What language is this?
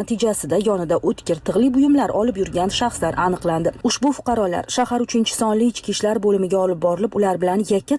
Uzbek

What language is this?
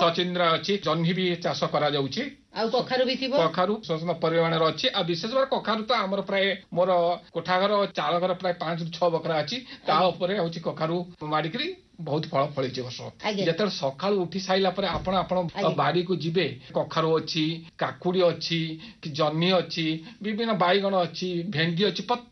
Odia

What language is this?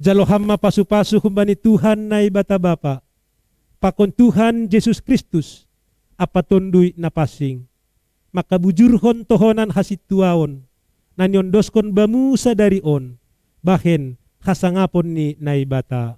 Batak Simalungun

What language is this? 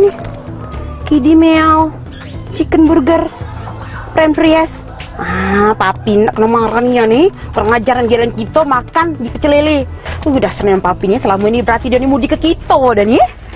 Musi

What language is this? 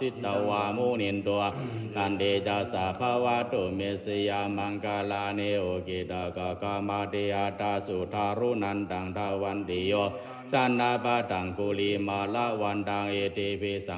Pali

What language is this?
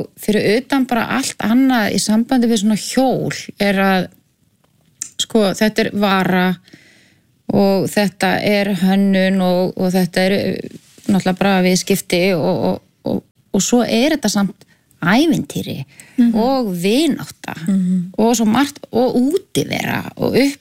Icelandic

